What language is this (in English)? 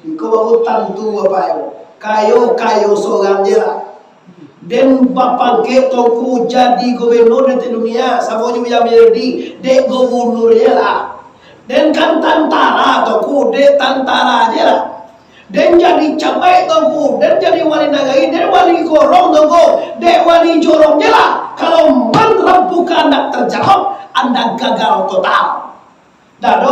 Minangkabau